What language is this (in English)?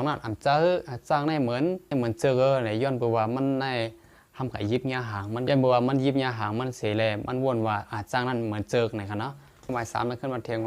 Shan